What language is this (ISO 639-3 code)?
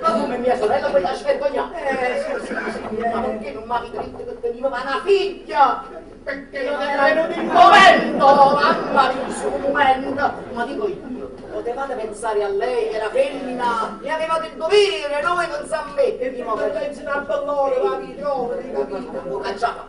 nap